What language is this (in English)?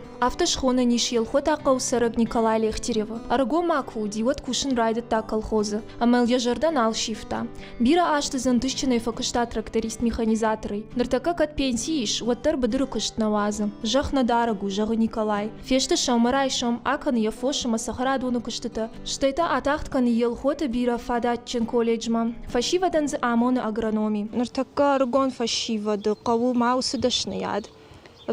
Ossetic